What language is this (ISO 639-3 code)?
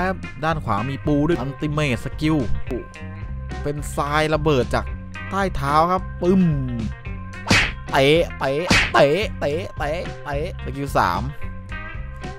tha